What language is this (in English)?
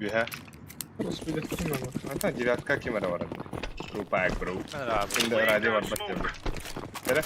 Yakut